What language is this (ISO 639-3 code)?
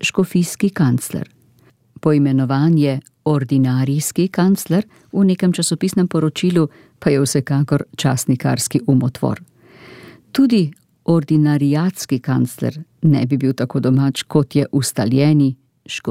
slv